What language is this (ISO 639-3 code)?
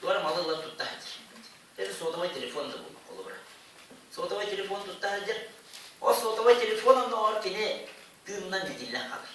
sah